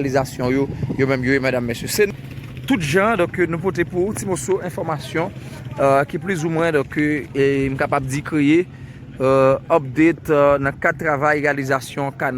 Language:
Haitian Creole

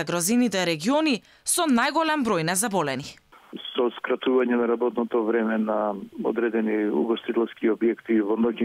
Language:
Macedonian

